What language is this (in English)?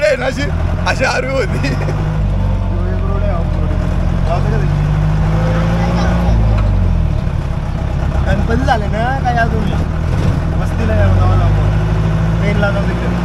Marathi